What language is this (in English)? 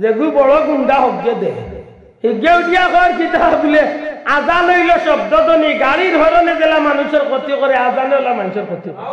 Sylheti